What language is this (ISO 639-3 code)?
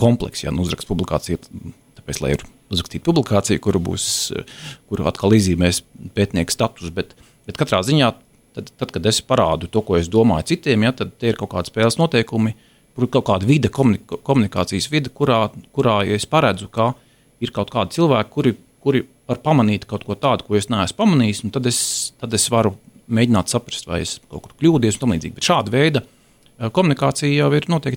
lav